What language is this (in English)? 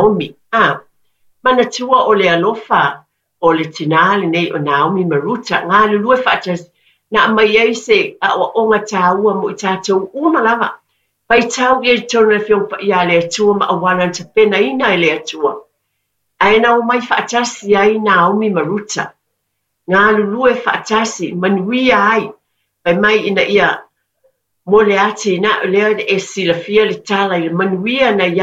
Samoan